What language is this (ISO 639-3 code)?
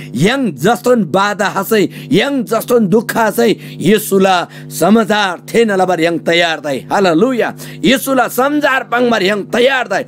taj